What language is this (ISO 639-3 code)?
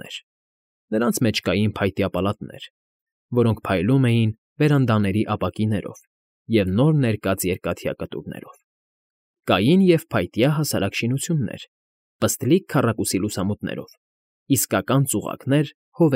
hye